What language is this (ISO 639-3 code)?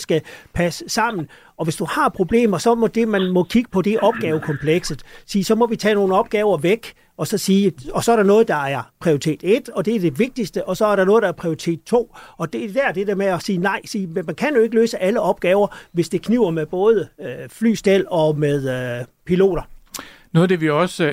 dan